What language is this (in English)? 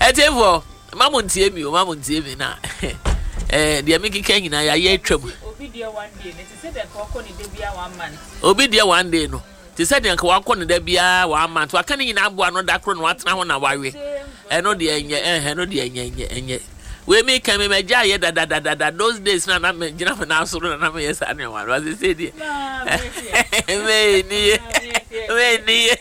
Akan